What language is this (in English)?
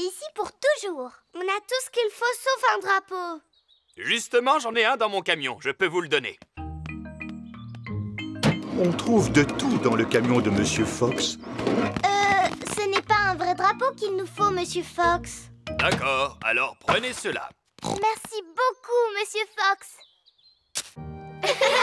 French